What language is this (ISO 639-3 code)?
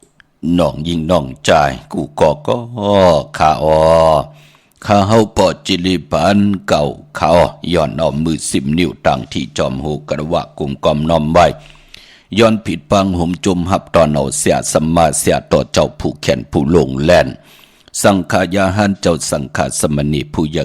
shn